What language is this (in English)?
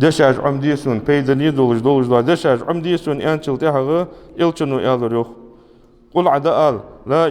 Ingush